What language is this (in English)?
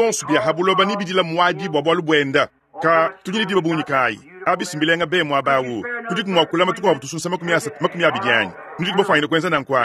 Luba-Lulua